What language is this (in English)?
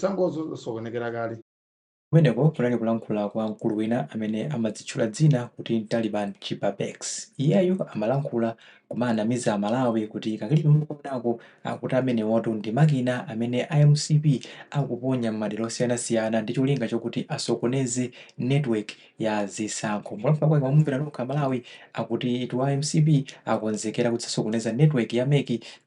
Nyanja